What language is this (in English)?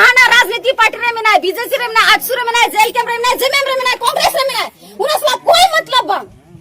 Santali